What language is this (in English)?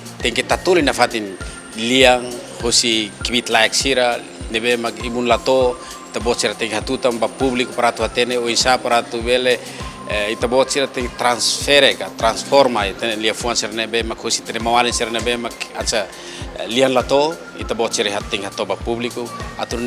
Tetum